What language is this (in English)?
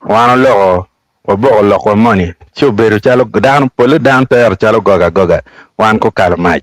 Acoli